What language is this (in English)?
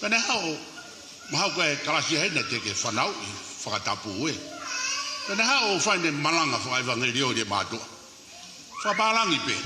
Tongan